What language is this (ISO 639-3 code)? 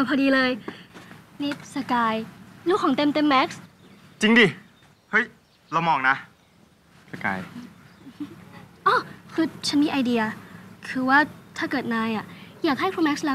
tha